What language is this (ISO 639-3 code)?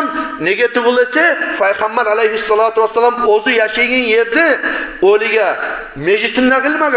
kum